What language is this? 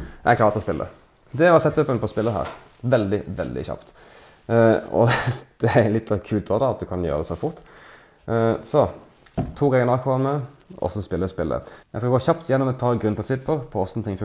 Norwegian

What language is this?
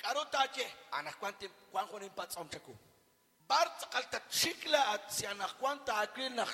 Kekchí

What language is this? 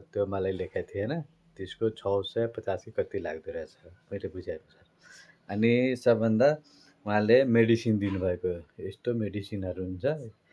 Nepali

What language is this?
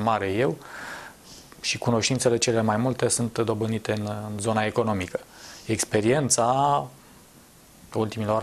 Romanian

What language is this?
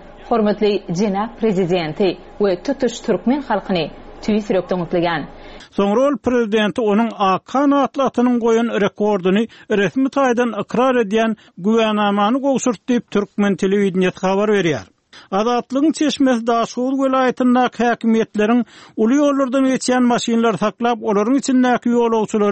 Turkmen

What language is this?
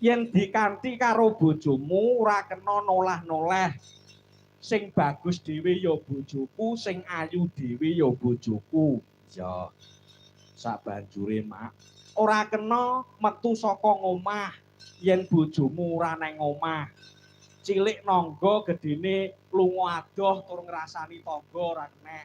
Javanese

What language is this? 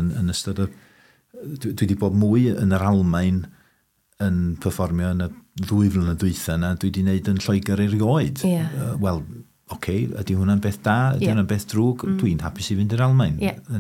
Welsh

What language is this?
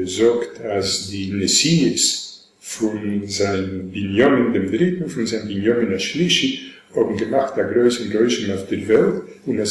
Yiddish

